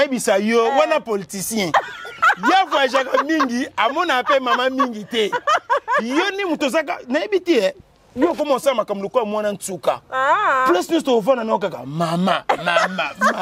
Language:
Lingala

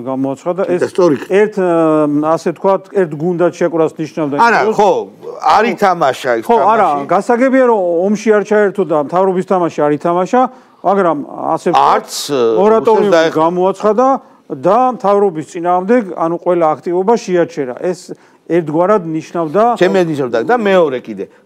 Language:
Georgian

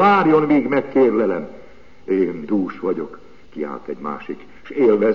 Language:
Hungarian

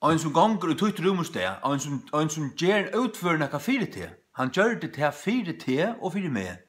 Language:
Faroese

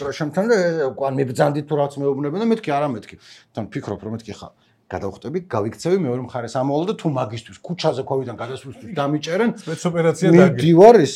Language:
Georgian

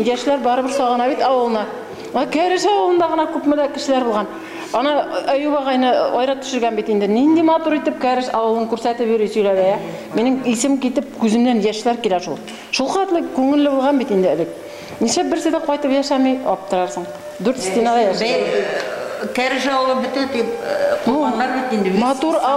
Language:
Bashkir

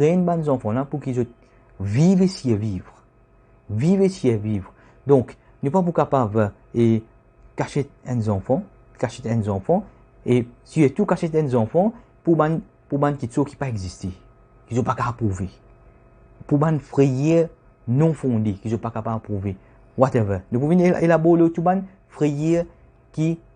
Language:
Morisyen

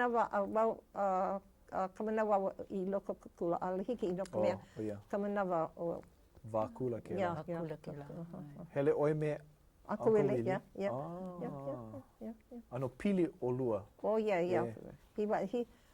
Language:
Hawaiian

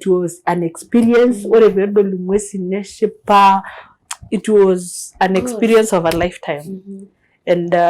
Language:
Masai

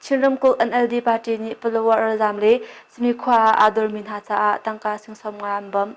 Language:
Hakha Chin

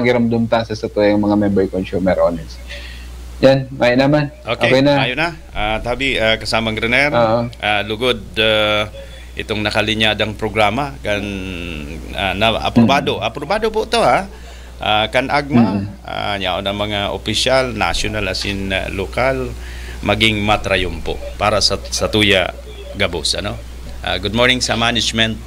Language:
Bikol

